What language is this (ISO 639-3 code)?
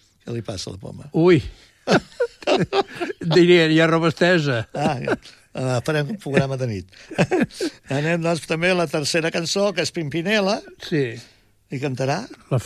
cat